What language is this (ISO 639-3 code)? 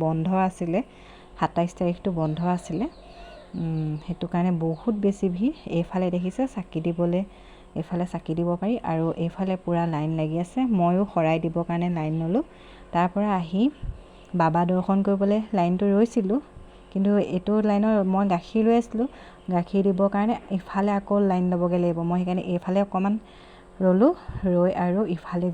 asm